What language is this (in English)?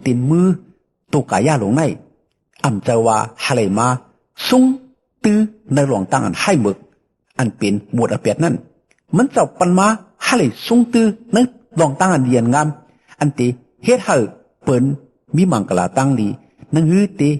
Shan